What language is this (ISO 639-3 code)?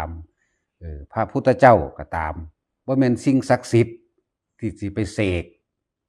tts